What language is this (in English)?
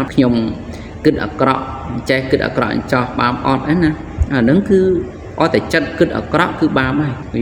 Khmer